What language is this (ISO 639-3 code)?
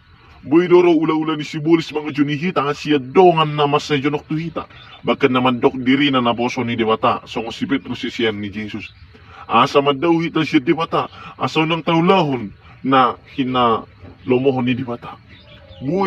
bbc